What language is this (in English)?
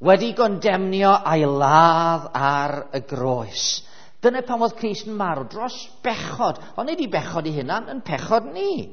Welsh